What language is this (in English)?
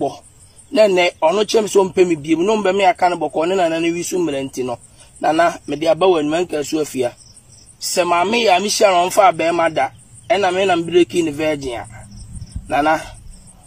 Akan